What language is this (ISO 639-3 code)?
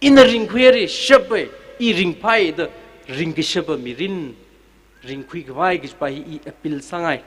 nmf